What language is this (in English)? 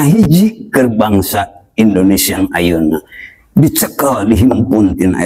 Sundanese